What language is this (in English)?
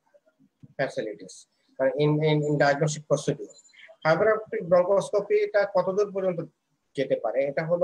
Bangla